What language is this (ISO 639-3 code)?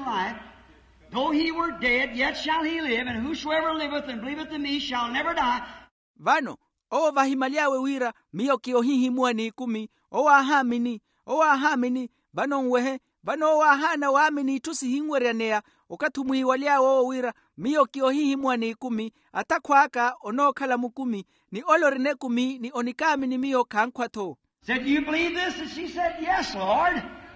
vmw